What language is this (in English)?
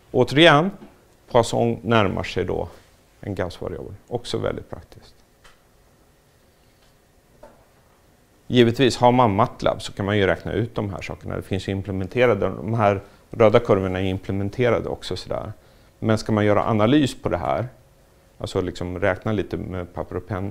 Swedish